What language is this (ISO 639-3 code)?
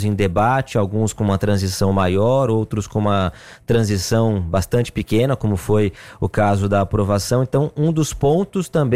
por